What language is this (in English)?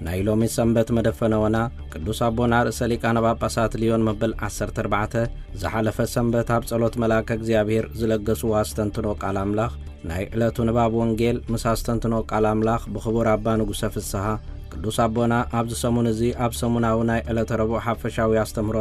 Tigrinya